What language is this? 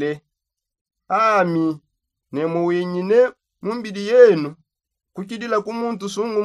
Songe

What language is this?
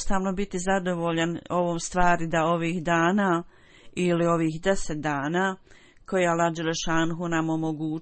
Bosnian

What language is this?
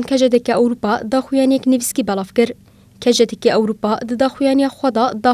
Kurdish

